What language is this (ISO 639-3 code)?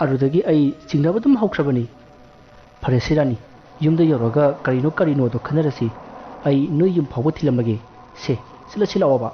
mni